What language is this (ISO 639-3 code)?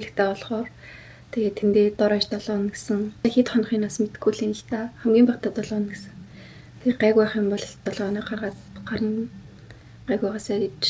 mon